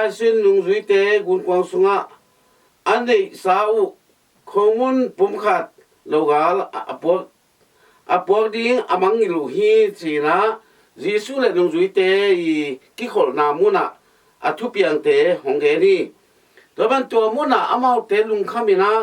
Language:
Tedim Chin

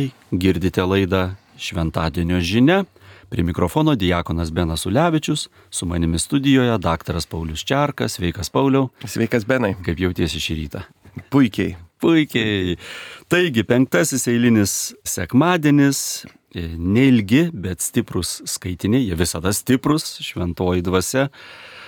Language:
Lithuanian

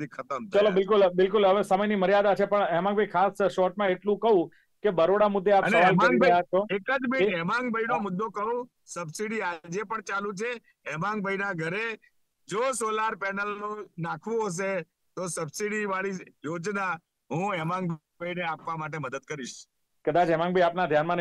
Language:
Gujarati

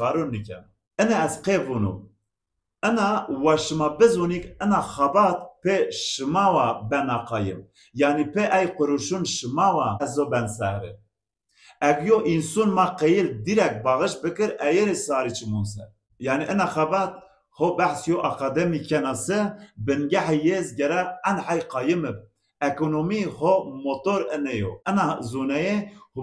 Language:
Zaza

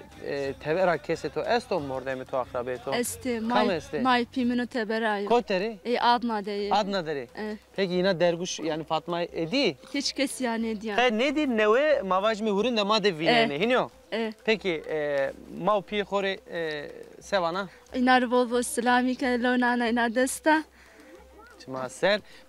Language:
Zaza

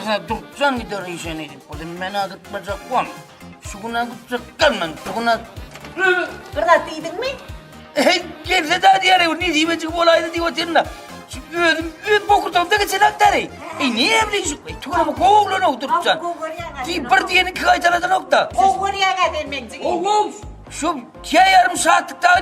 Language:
Turkmen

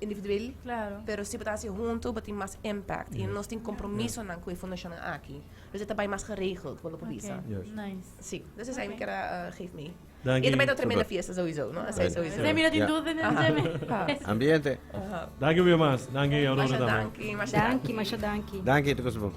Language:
Papiamento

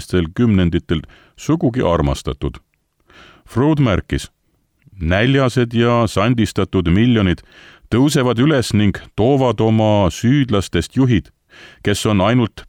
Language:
Estonian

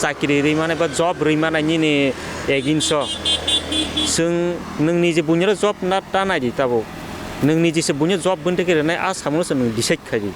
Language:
Kok Borok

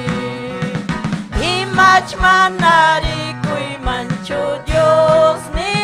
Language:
Ayacucho Quechua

